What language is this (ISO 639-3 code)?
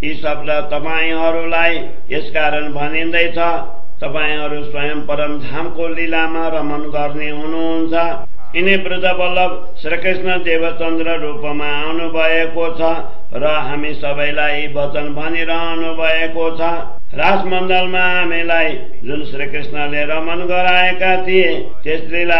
nep